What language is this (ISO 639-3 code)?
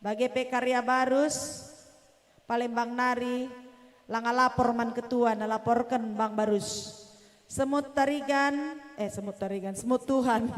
btx